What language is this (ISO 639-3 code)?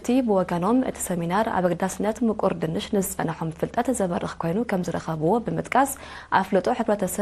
tir